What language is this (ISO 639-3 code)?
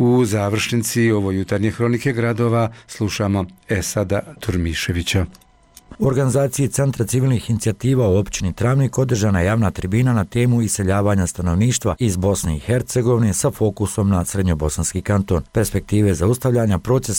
bos